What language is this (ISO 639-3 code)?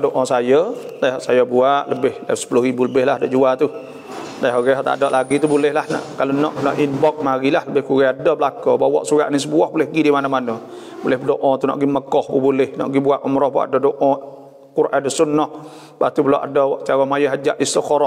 msa